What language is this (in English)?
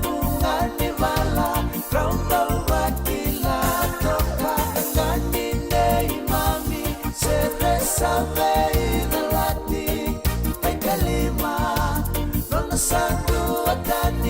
Fijian